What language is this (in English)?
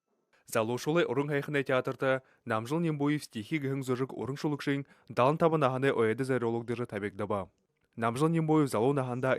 Buriat